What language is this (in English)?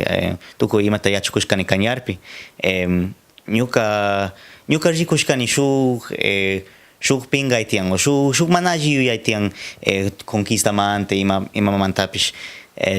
Cañar Highland Quichua